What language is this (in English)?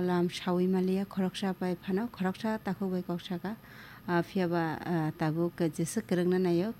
Kok Borok